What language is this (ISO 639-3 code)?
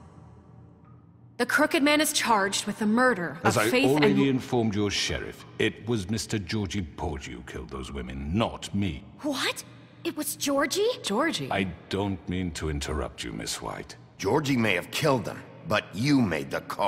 eng